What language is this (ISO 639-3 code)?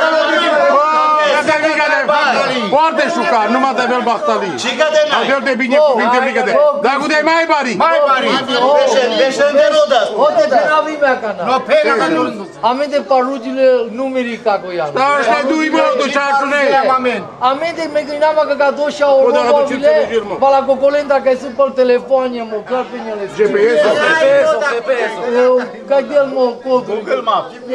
ron